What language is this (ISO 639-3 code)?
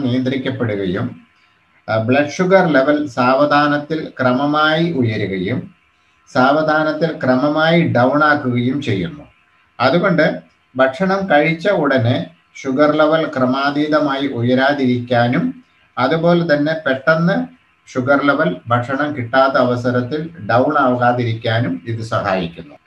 mal